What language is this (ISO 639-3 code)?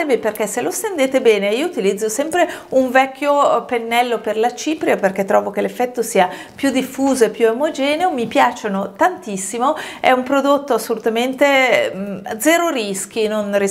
ita